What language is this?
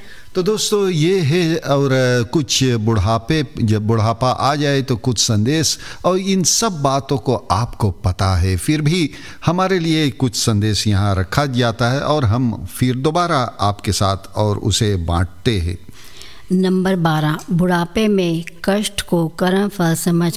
Hindi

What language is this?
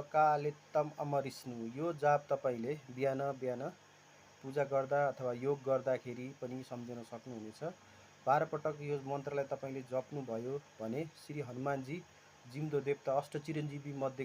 Nepali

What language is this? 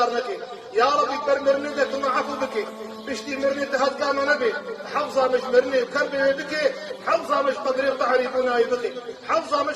Kurdish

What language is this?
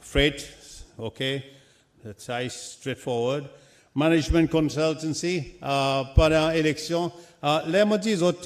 Seselwa Creole French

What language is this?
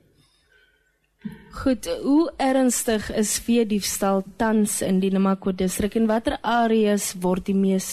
Afrikaans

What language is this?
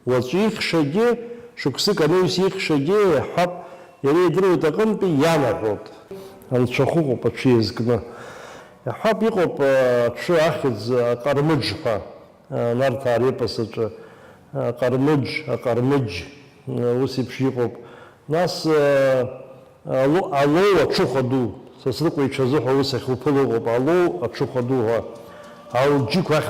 Abkhazian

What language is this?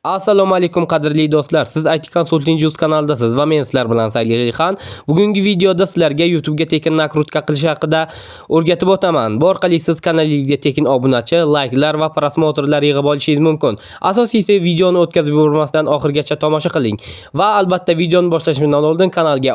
Uzbek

